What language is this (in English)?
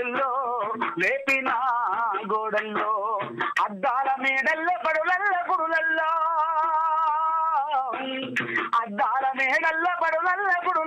Telugu